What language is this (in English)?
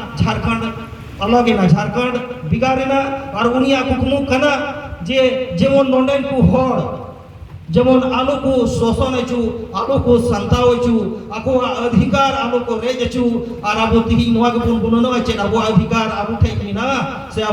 Santali